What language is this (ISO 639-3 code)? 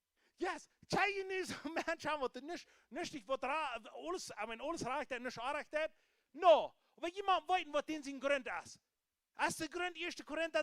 pdt